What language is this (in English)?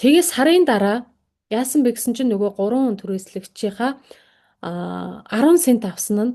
Mongolian